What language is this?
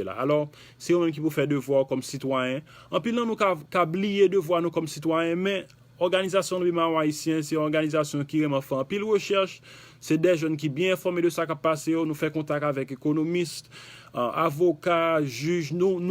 Haitian Creole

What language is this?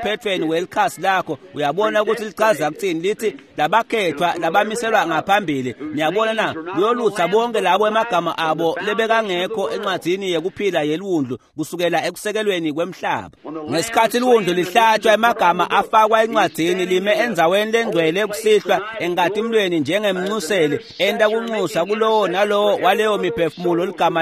Swati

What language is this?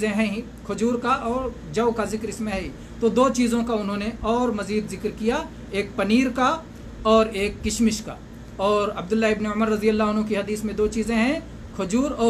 Urdu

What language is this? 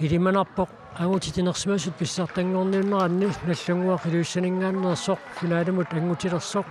Kalaallisut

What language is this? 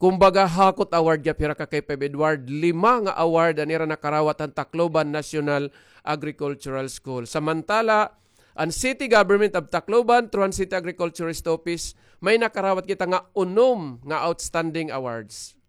Waray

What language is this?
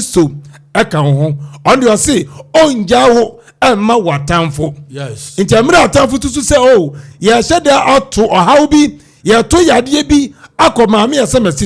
Akan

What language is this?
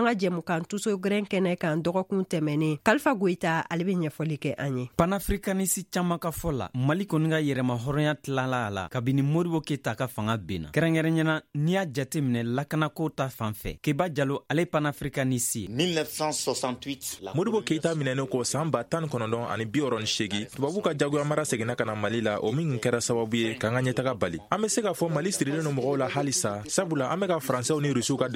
Bambara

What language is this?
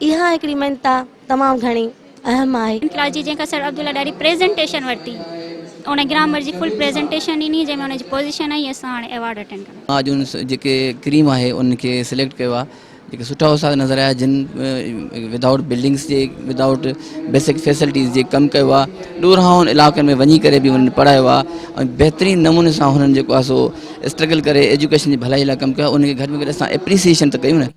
Sindhi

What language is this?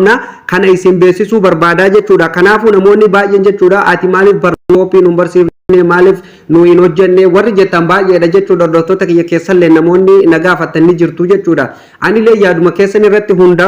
Oromo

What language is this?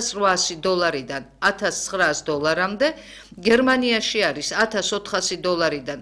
Georgian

